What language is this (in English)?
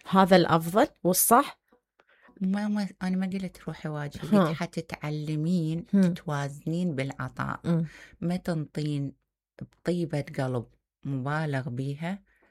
Mesopotamian Arabic